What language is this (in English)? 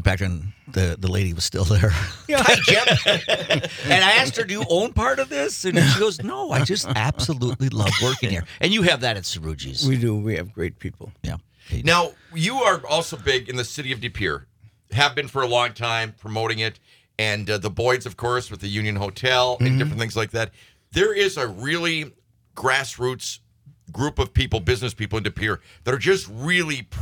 English